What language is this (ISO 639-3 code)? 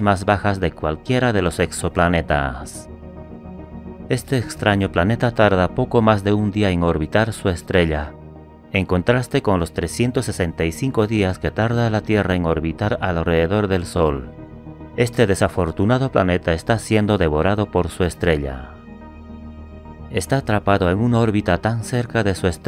spa